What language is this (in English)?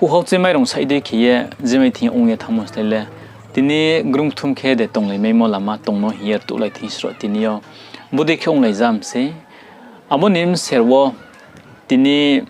Riang (India)